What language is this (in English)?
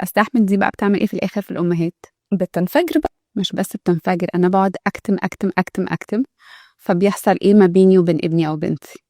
Egyptian Arabic